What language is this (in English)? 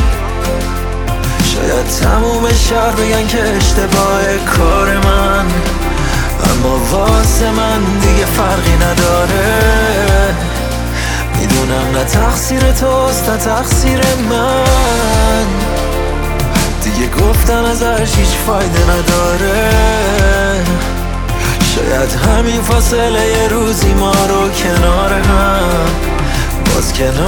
Persian